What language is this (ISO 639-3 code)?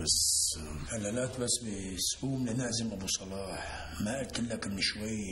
apc